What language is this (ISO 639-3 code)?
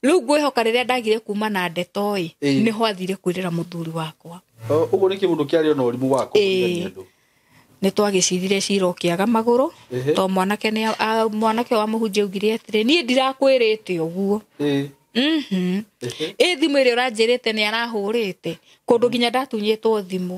kik